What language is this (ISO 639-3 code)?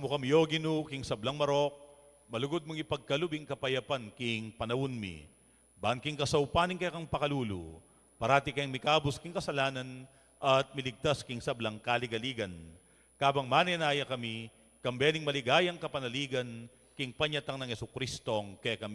pam